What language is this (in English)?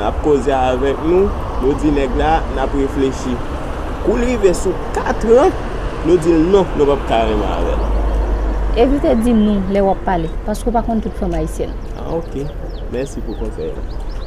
Haitian Creole